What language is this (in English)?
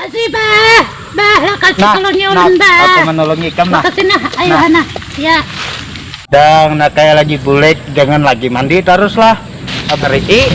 Banjar